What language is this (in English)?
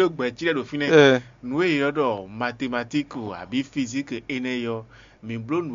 Fon